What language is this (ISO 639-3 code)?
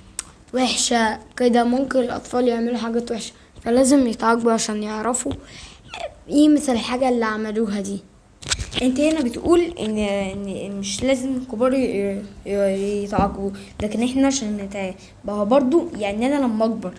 arz